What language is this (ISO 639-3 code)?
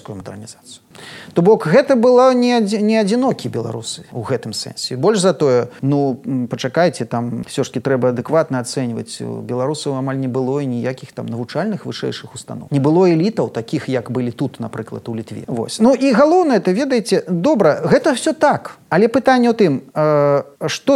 bel